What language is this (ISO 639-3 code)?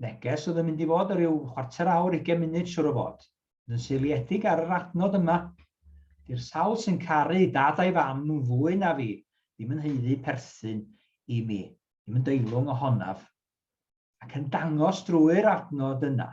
cym